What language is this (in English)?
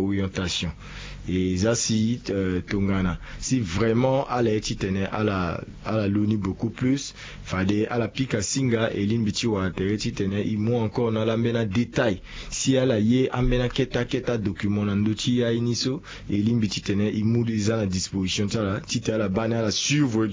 Sango